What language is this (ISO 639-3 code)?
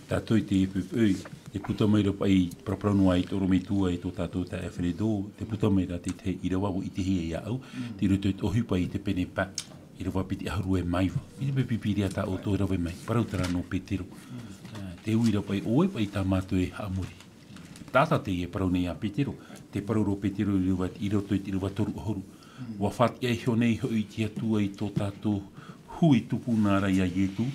tah